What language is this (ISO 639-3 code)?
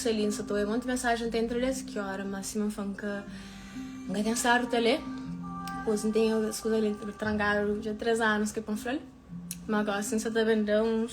kea